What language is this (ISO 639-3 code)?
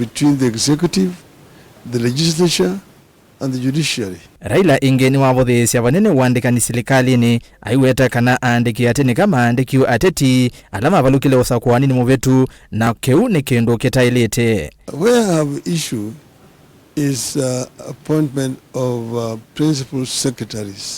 kam